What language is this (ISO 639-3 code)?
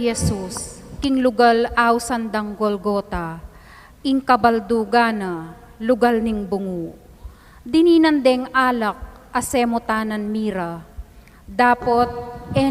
pam